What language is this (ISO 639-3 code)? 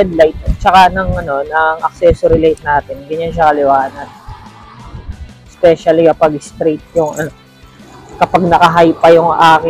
fil